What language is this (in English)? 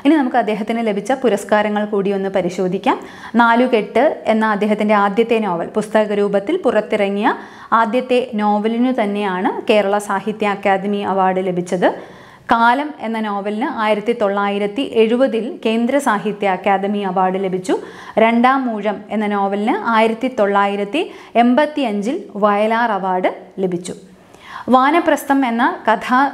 Malayalam